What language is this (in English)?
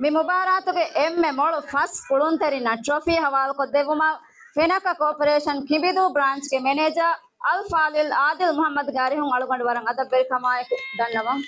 Divehi